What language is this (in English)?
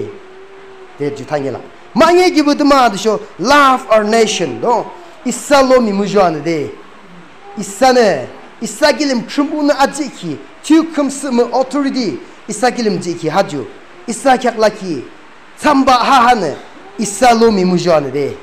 Yimchungru Naga